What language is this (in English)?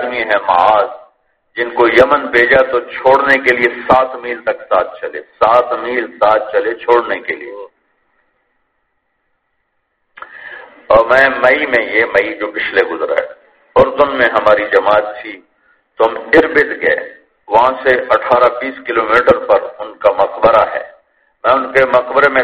Urdu